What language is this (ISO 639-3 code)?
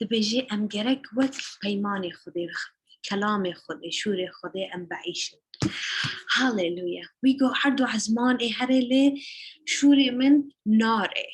kur